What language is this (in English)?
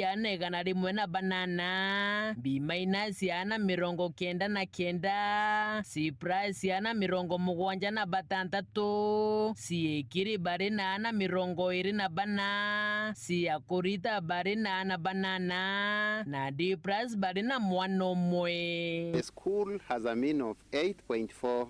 Meru